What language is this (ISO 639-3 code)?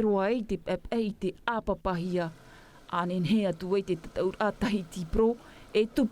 tah